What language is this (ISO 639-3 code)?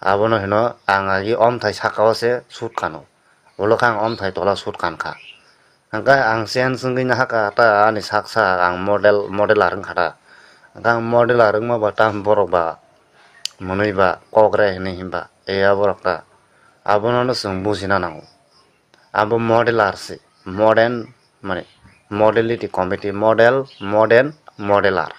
trp